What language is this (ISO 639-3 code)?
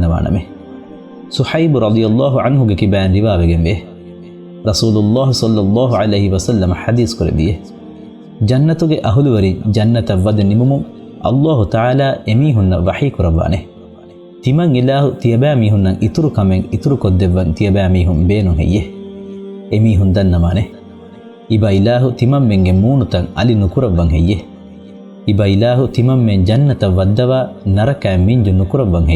div